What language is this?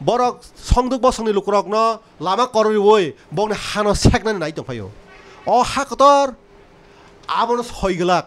Kok Borok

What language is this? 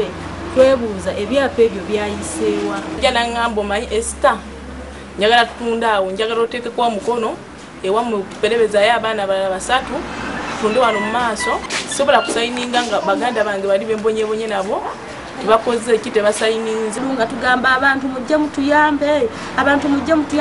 Ganda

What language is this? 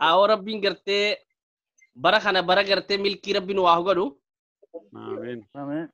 Oromo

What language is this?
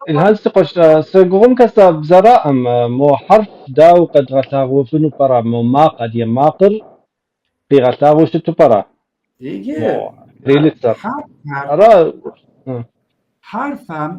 Kabardian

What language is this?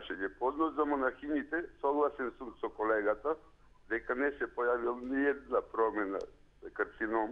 Macedonian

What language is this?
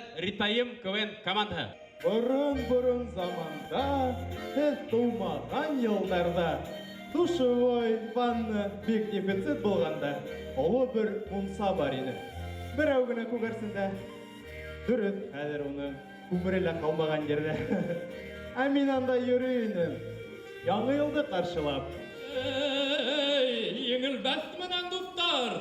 Bashkir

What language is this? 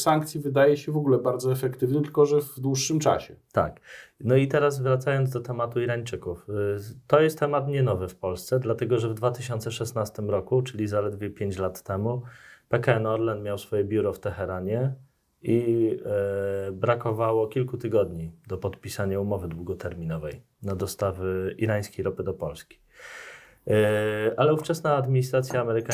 Polish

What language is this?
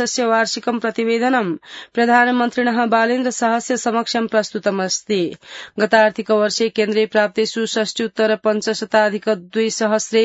Sanskrit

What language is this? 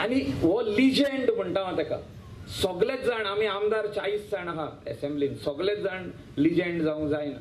Konkani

